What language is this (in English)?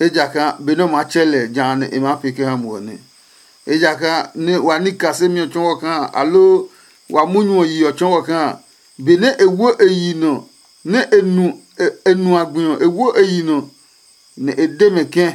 Adangme